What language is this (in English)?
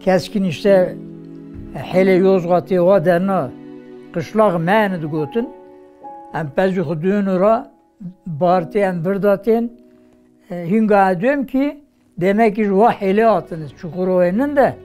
Kurdish